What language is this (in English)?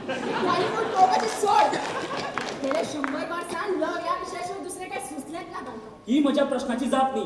Konkani